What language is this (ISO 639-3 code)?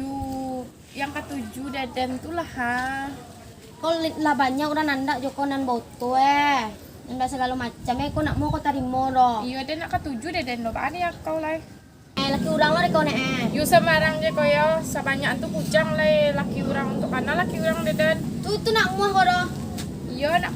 min